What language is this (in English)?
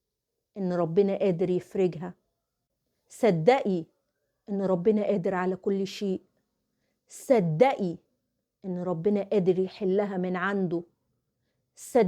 Egyptian Arabic